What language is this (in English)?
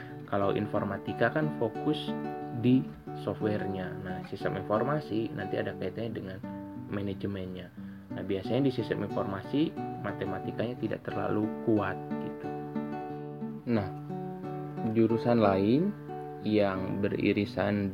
Indonesian